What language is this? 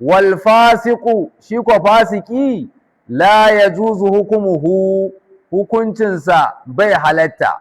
Hausa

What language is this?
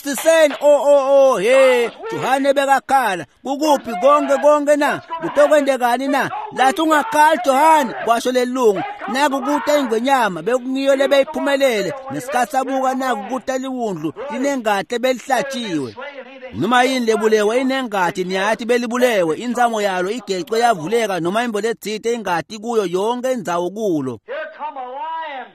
Swati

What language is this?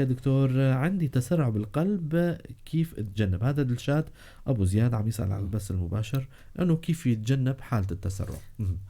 North Levantine Arabic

